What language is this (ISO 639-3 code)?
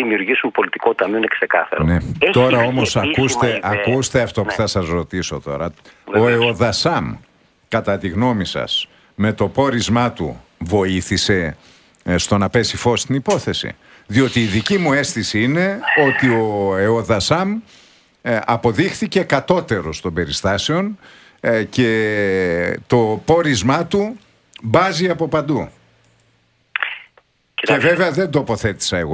ell